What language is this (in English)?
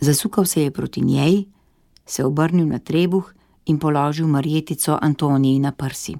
Slovenian